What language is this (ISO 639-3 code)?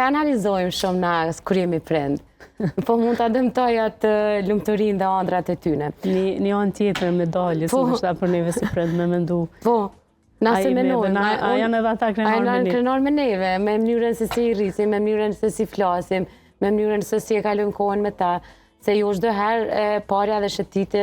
sqi